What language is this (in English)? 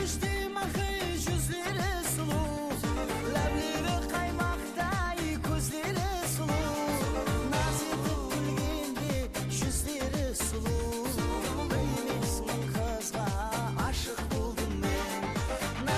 Kara-Kalpak